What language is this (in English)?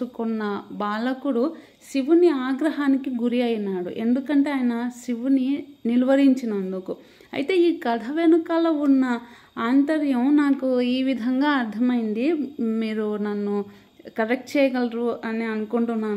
Telugu